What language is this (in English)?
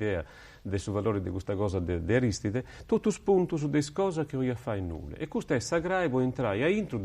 Sardinian